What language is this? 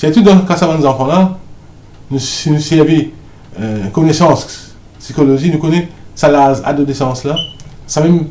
Morisyen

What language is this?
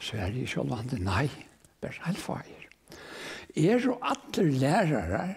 Faroese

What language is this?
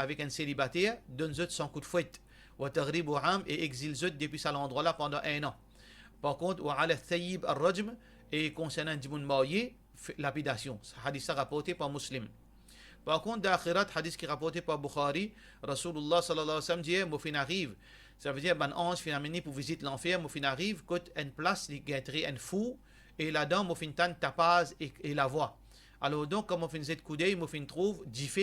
Morisyen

